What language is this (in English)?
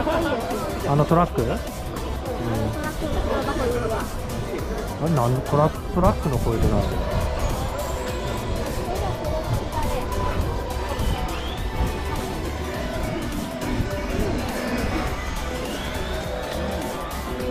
Japanese